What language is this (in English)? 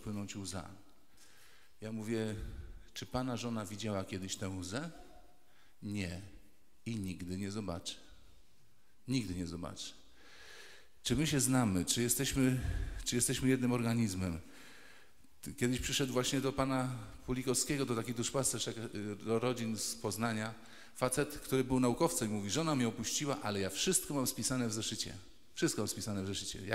Polish